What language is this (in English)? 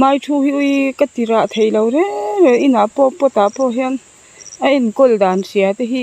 Mizo